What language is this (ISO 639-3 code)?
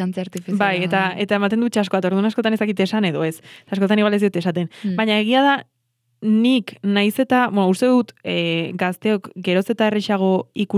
eus